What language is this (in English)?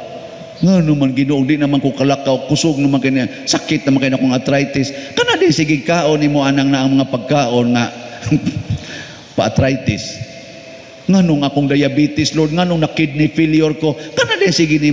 Cebuano